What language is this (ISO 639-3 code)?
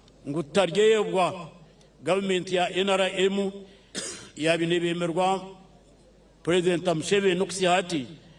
nyn